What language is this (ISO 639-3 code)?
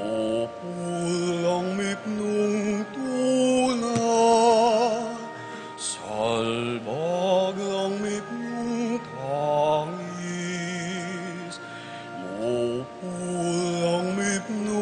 pam